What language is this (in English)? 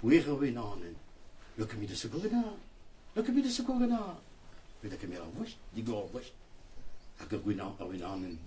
Breton